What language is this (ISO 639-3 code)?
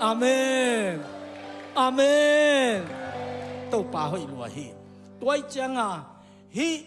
ctd